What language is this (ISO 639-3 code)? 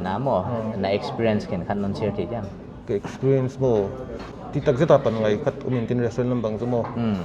pck